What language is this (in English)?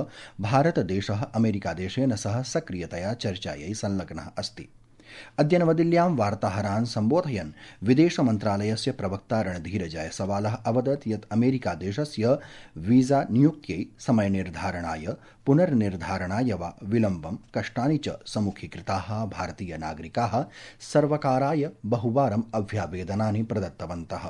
Sanskrit